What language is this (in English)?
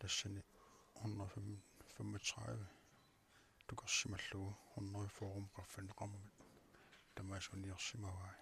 Kalaallisut